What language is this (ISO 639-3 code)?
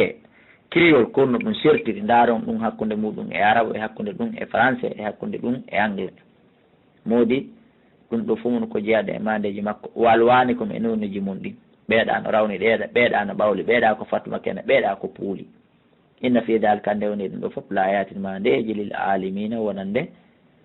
ful